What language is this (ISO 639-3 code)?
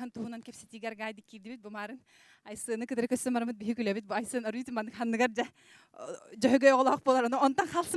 sah